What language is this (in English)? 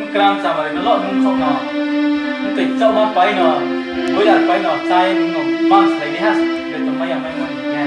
Riang (India)